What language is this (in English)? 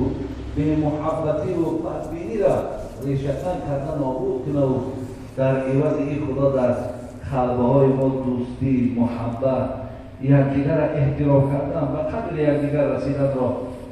Tajik